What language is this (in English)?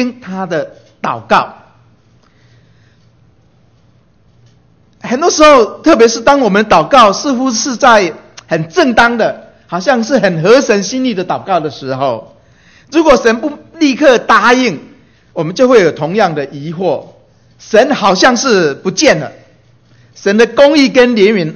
Chinese